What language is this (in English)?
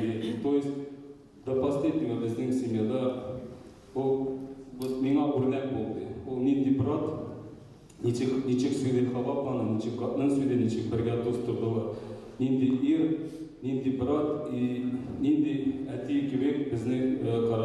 Tatar